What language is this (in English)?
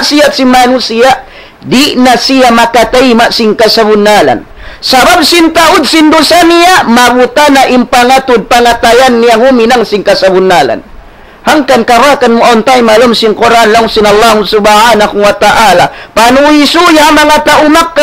Tausug